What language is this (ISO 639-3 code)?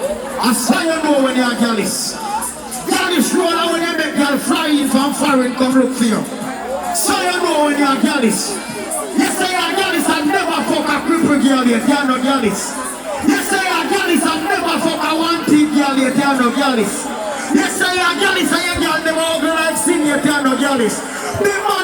jam